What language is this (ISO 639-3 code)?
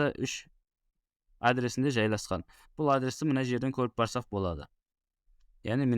kaa